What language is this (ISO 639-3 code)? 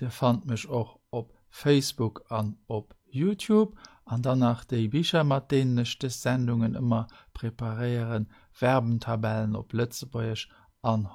ltz